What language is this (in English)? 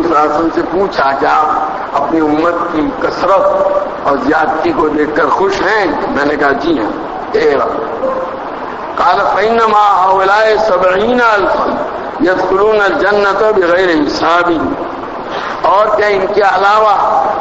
Urdu